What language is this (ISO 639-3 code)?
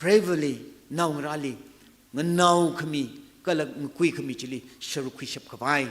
nmf